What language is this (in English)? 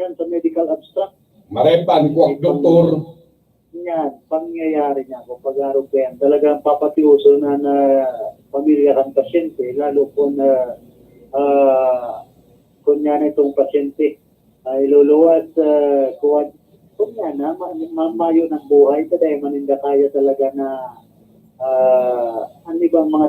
Bikol